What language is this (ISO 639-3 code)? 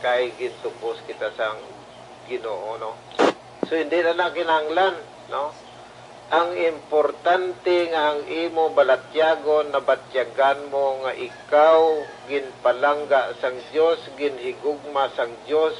hil